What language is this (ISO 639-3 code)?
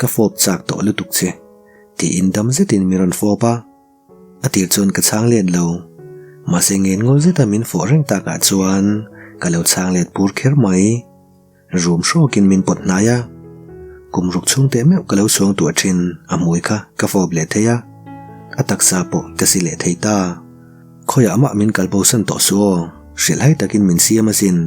lus